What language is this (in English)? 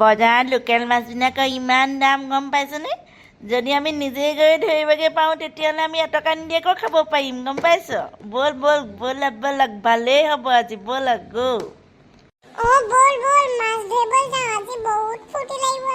Assamese